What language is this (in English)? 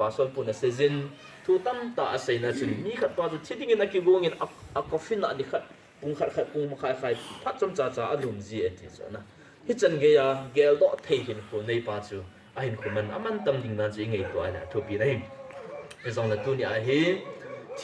Tedim Chin